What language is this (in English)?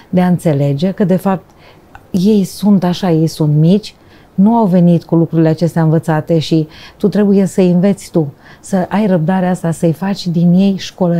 Romanian